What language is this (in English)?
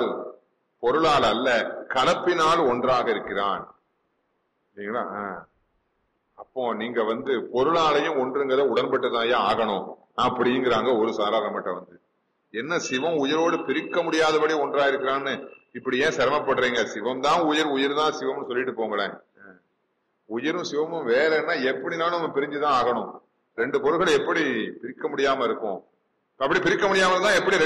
Tamil